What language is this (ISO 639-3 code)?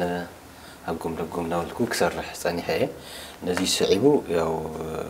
tir